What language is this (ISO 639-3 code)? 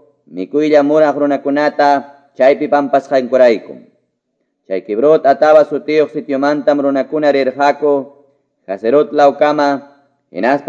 que